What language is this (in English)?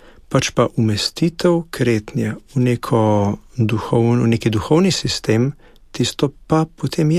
Slovenian